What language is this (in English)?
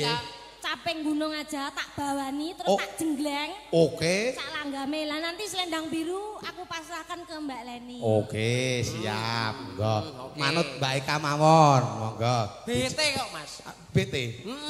Javanese